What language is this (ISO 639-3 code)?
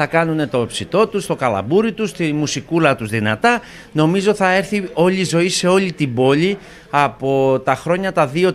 ell